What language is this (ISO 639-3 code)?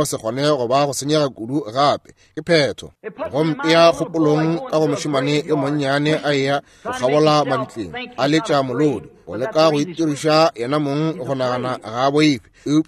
nso